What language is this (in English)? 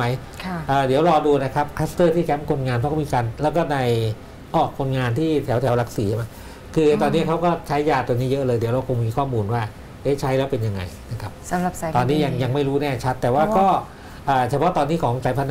Thai